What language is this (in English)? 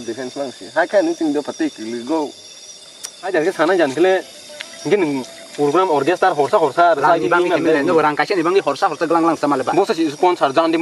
Kok Borok